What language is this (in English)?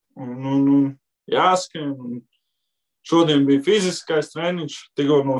Latvian